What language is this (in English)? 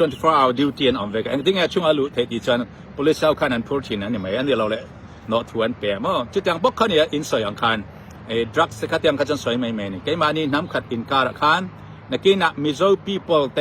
Mizo